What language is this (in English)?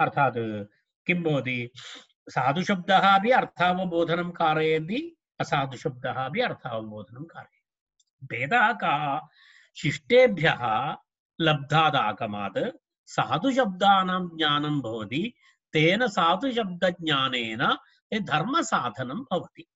Sanskrit